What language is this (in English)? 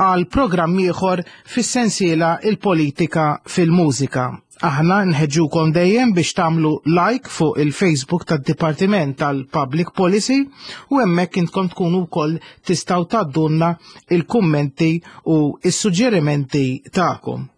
Maltese